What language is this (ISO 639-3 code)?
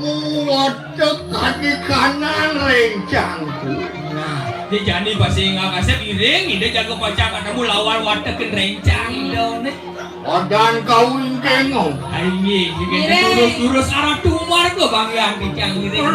ban